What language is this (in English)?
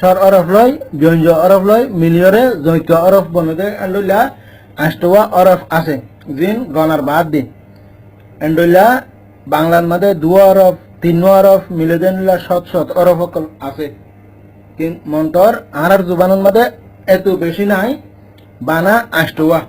Rohingya